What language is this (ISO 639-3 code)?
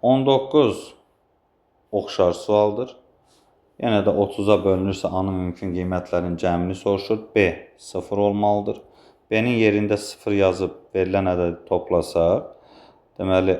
aze